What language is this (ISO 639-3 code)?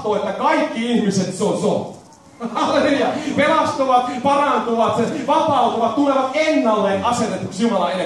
fin